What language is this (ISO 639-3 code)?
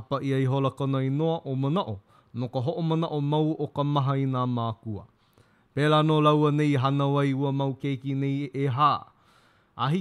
haw